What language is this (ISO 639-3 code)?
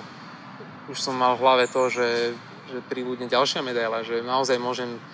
slk